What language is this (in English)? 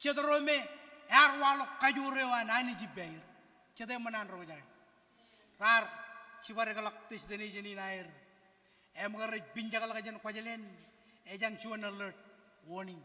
Marshallese